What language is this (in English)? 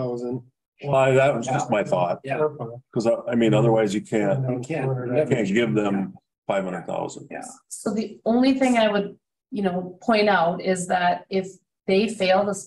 English